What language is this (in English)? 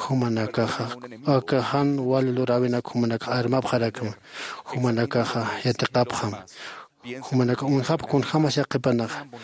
Aymara